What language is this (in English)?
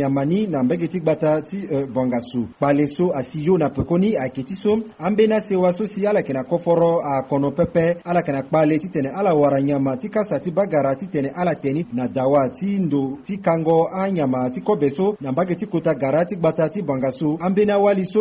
Sango